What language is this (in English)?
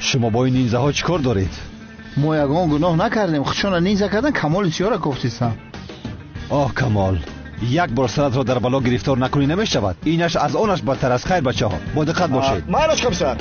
Tajik